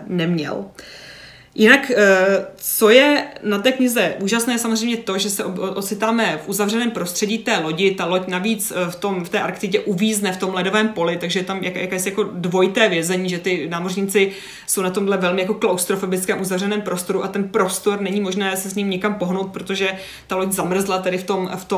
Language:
Czech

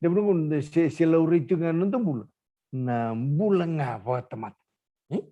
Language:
Fijian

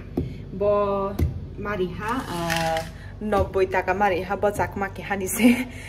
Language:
Kok Borok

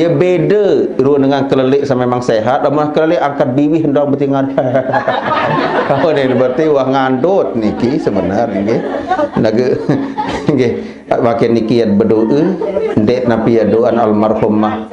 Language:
Sasak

